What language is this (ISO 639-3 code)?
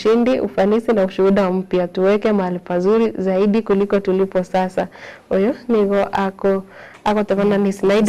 guz